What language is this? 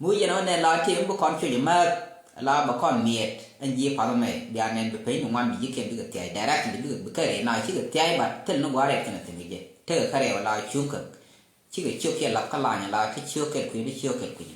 Nuer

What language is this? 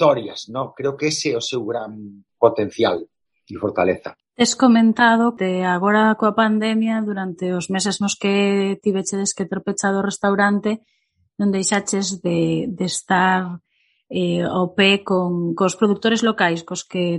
Galician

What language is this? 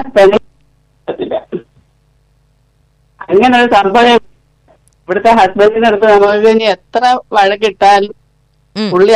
Malayalam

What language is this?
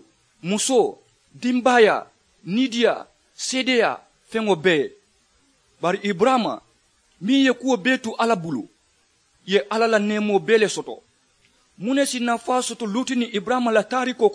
Mandingo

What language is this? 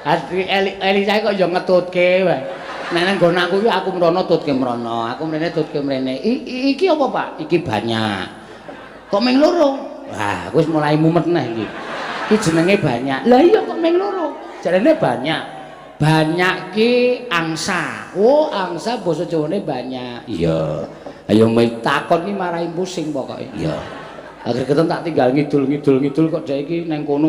Javanese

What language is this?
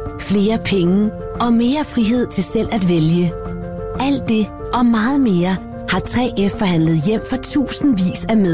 Danish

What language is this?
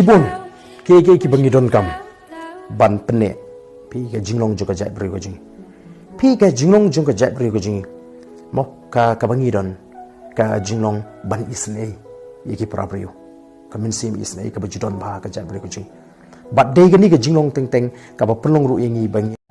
Khasi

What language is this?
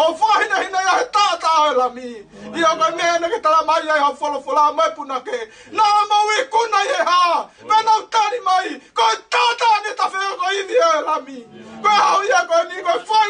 Tongan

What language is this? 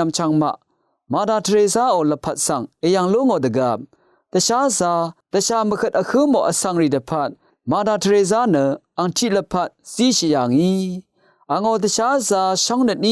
Rawang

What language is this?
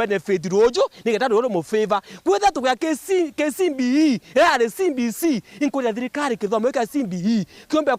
Meru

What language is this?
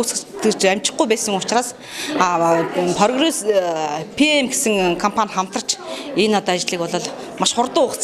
Mongolian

